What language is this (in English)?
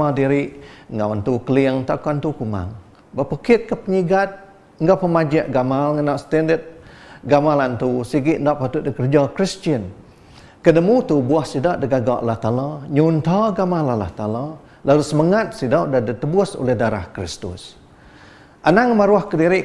Iban